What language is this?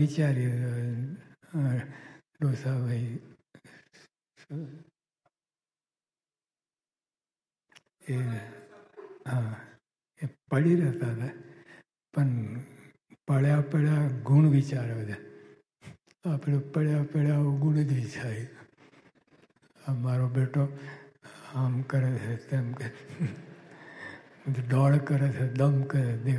Gujarati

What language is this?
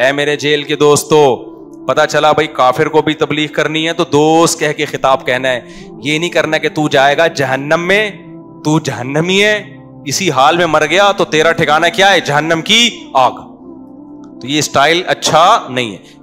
Urdu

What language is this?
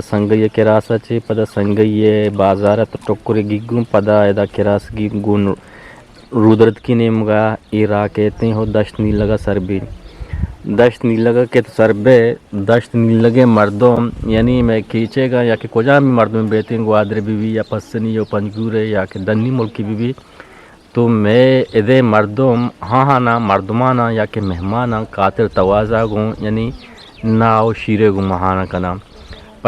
Eastern Balochi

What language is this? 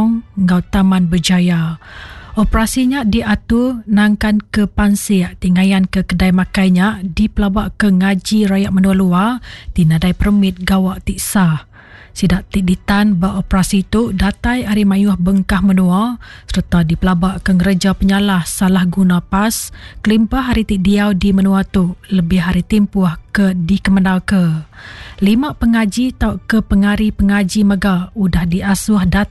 Iban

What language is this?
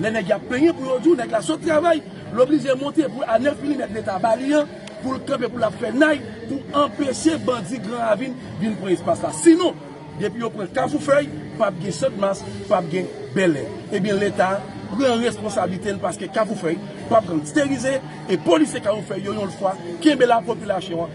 Haitian Creole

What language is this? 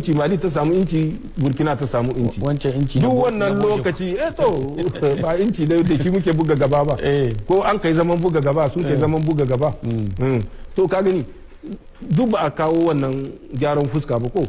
Hausa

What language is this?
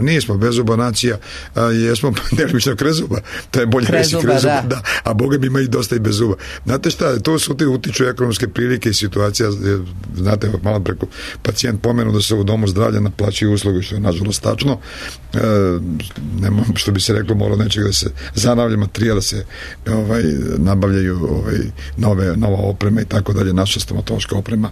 Serbian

